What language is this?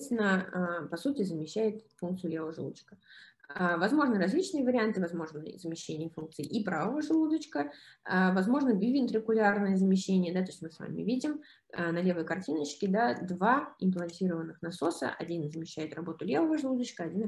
Russian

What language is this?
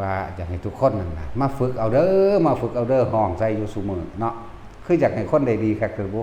Northeastern Thai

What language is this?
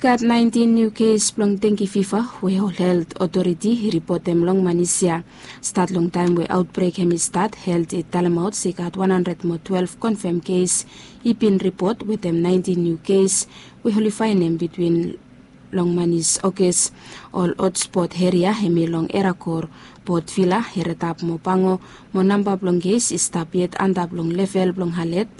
Bislama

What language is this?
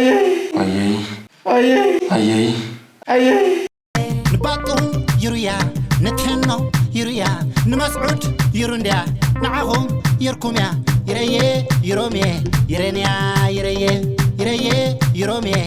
Tigrinya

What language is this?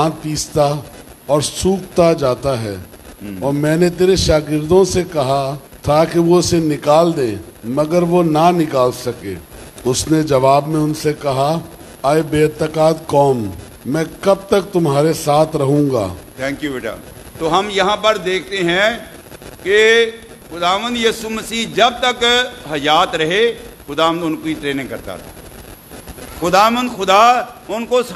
Urdu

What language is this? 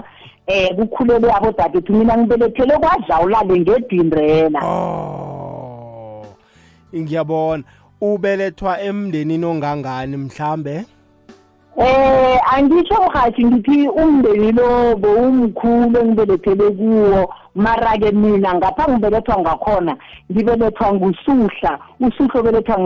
South Ndebele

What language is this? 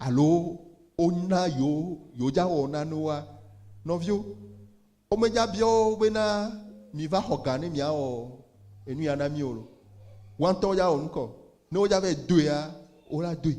Ewe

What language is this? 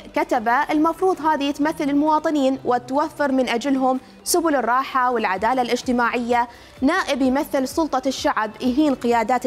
Mesopotamian Arabic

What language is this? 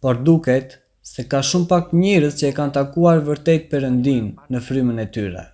Albanian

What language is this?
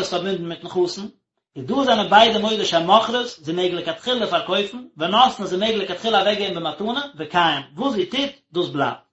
Yiddish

